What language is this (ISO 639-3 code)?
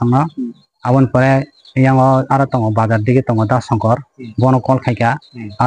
ria